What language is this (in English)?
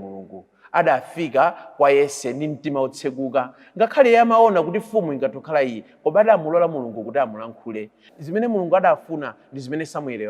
Nyanja